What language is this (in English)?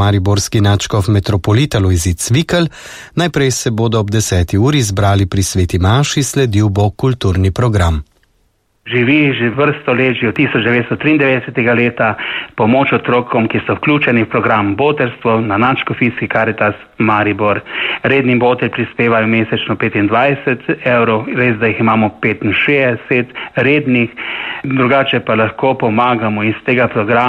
Slovenian